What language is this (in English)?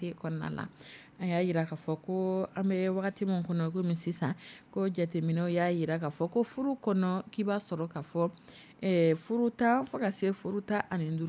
Dyula